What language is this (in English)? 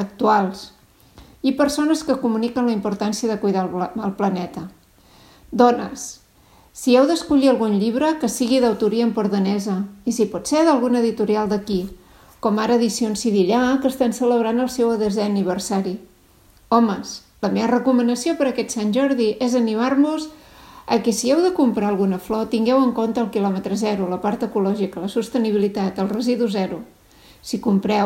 Catalan